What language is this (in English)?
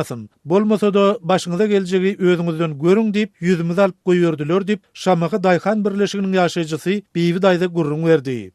Turkmen